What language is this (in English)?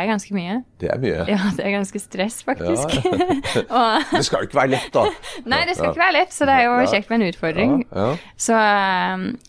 Norwegian